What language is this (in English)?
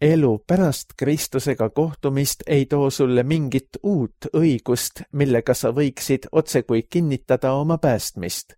Estonian